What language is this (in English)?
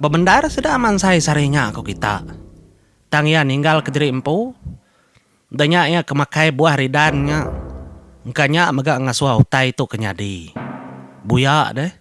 Iban